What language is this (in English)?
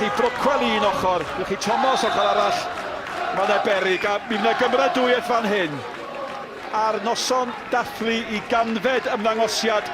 Welsh